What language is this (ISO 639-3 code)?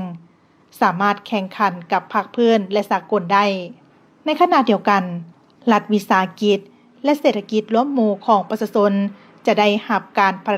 lao